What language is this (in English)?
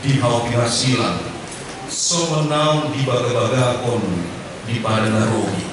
Batak Toba